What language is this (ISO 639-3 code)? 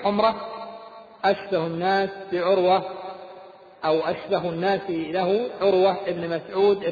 ara